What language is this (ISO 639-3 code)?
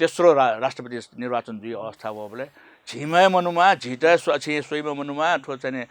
new